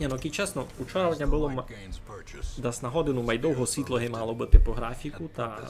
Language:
Rusyn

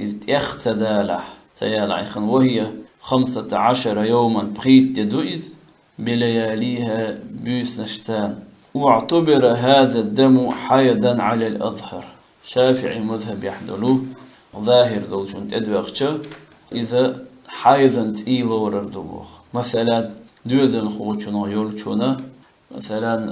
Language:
Chechen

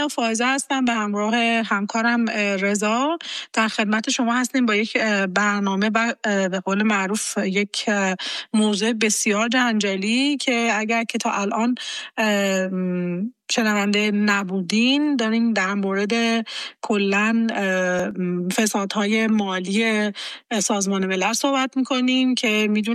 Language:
Persian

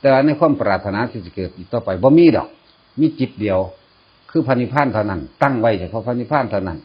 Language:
Northeastern Thai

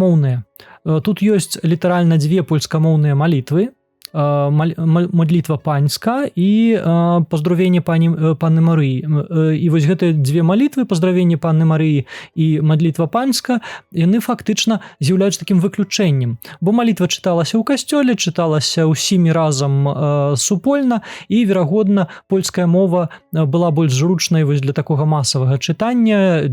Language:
Belarusian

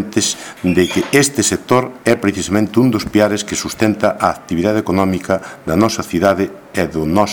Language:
Galician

